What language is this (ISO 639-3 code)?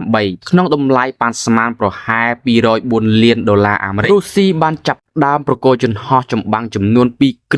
khm